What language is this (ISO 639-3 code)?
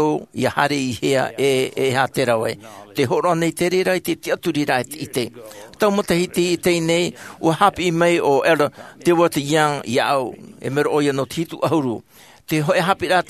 tah